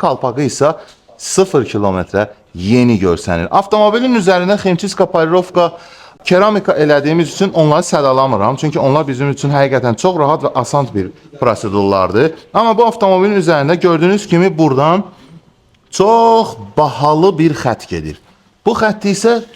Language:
Azerbaijani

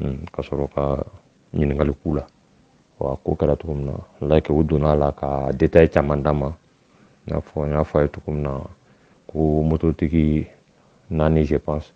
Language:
Bambara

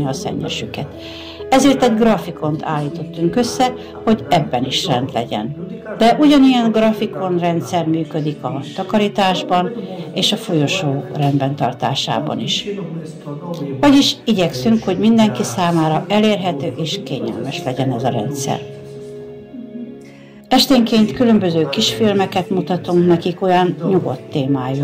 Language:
Hungarian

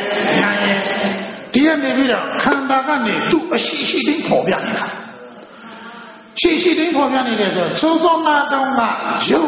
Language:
Burmese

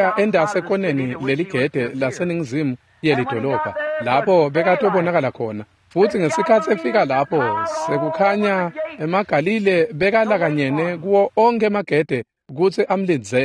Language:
Swati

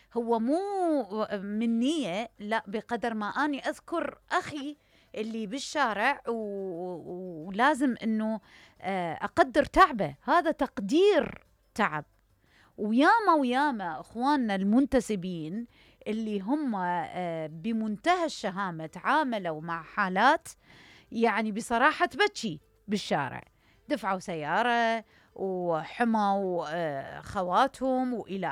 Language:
Mesopotamian Arabic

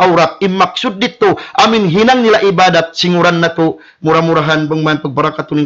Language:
Tausug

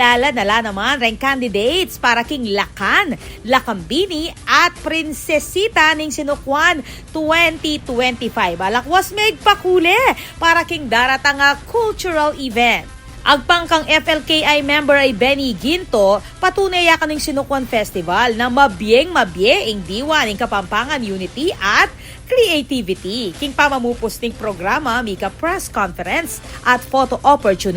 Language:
Pampanga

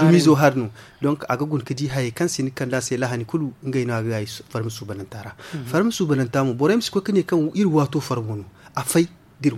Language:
Zarma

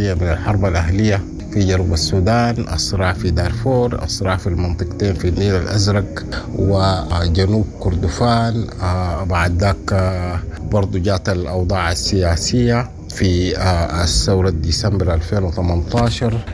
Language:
Sudanese Arabic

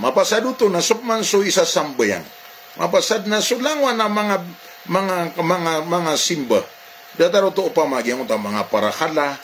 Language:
Maranao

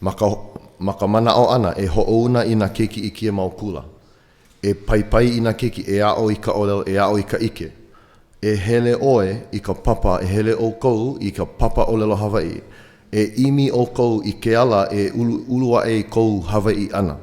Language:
Hawaiian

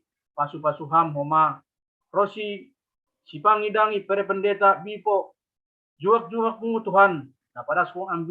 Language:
Batak Simalungun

